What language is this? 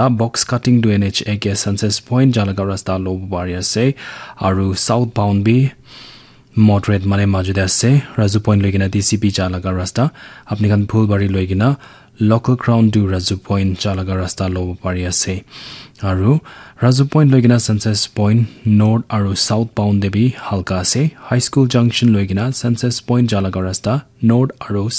Naga Pidgin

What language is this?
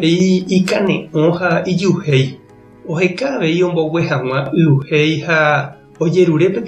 Guarani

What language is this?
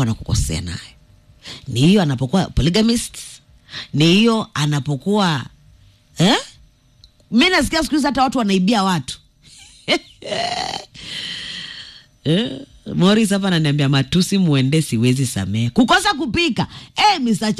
Swahili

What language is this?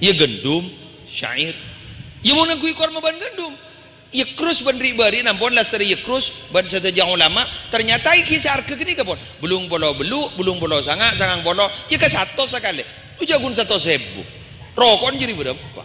Madurese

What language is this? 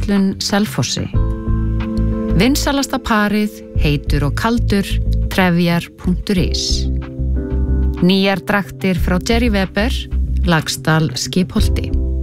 Icelandic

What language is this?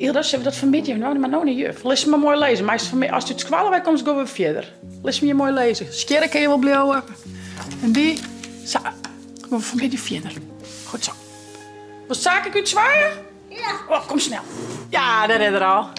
Western Frisian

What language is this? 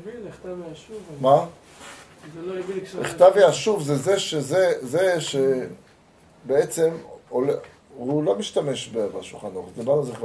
Hebrew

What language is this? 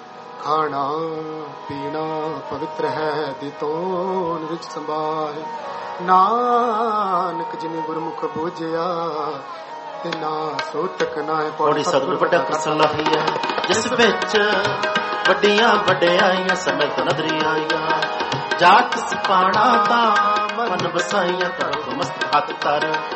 Punjabi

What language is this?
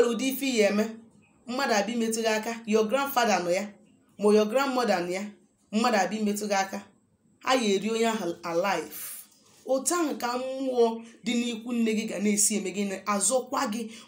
Igbo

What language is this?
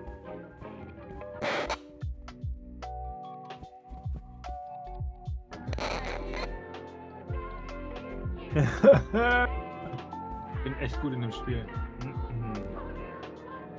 German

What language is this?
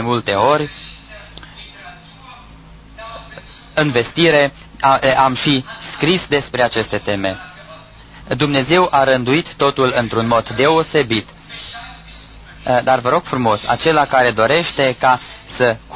Romanian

